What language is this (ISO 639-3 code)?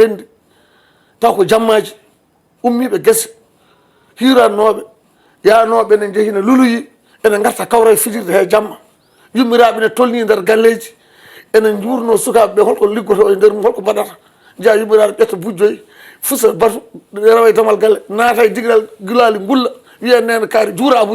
ful